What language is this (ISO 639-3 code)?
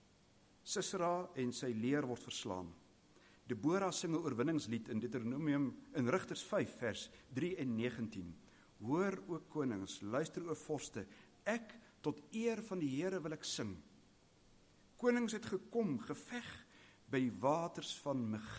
afr